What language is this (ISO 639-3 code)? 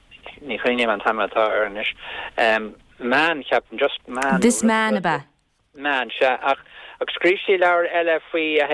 gle